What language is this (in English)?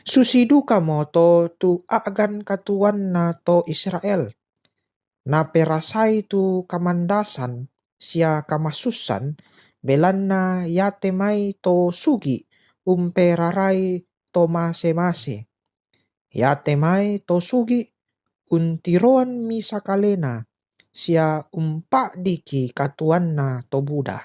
Toraja-Sa'dan